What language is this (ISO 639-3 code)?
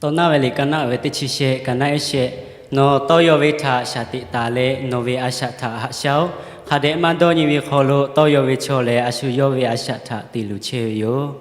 lhu